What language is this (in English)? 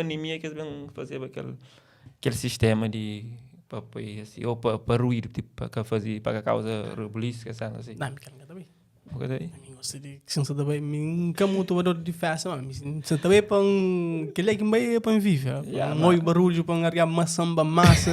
Kabuverdianu